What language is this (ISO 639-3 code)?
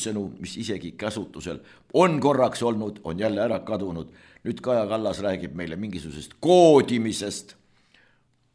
est